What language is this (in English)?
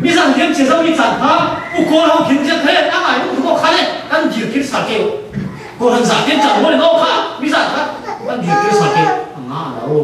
Falam Chin